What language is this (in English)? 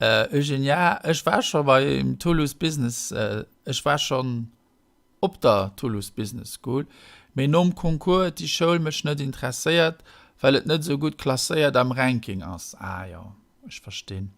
Luxembourgish